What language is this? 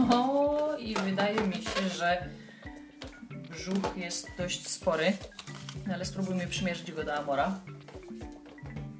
Polish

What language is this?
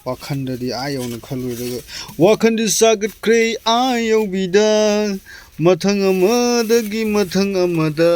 Manipuri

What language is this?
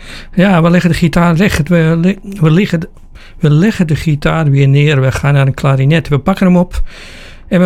Dutch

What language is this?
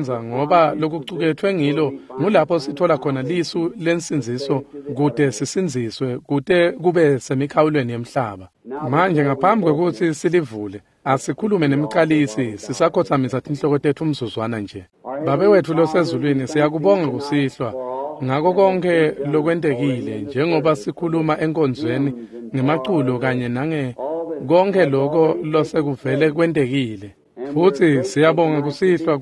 Swati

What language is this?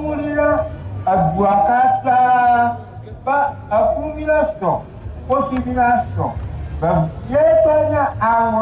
Ewe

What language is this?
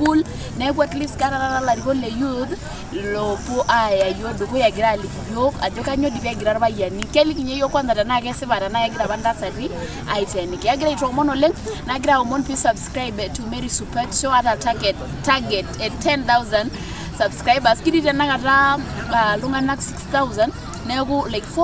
Masai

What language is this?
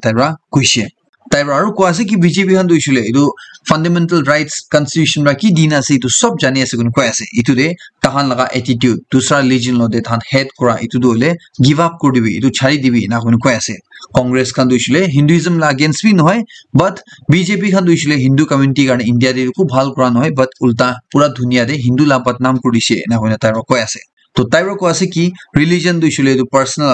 Naga Pidgin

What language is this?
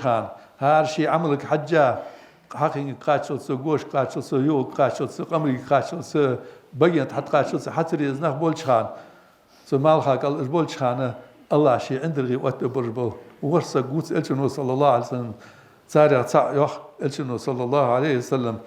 Ingush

